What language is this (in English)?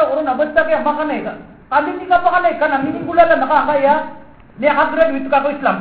Maranao